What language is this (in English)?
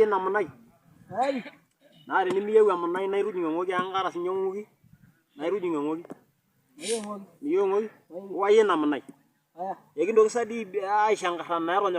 Masai